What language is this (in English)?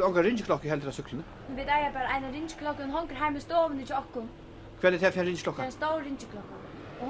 Faroese